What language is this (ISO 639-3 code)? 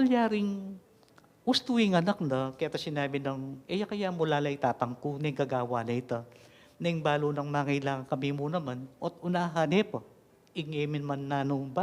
pam